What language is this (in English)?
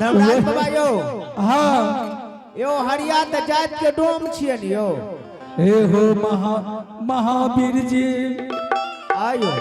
Angika